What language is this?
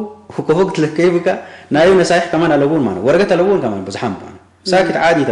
Tigre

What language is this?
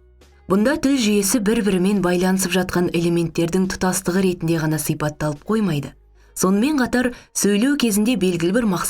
Kazakh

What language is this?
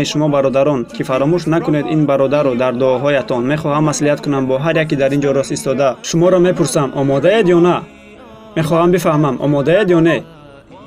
Tajik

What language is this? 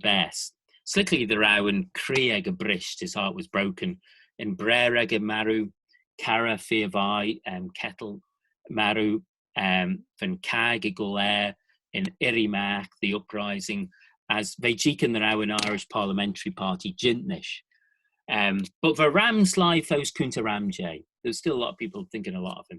Manx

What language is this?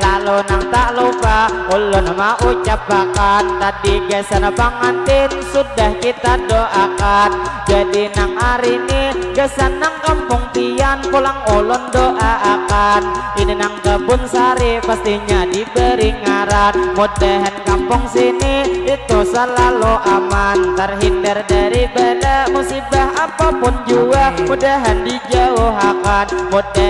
Banjar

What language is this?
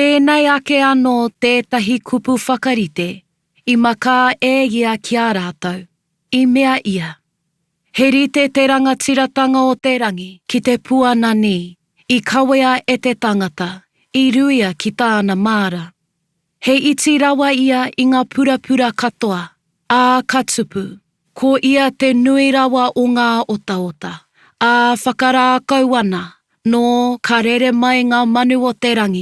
Māori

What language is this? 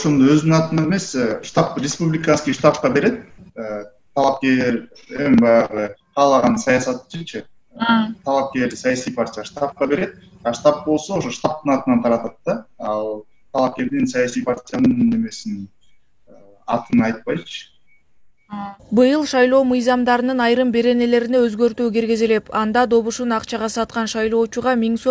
Kyrgyz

